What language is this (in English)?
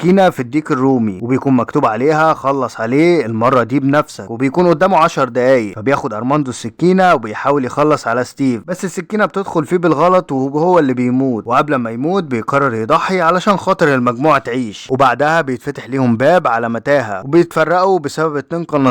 Egyptian Arabic